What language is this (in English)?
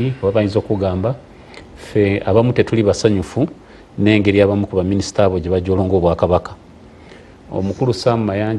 Ganda